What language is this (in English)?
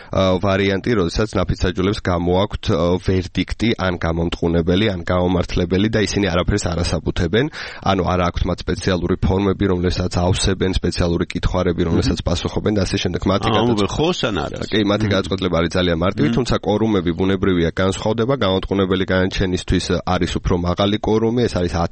Georgian